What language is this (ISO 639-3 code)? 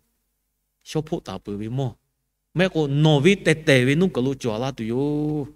lhu